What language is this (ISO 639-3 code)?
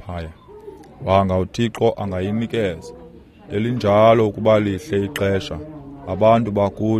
xho